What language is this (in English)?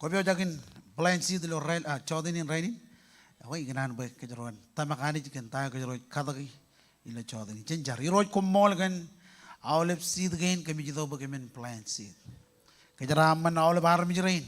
Marshallese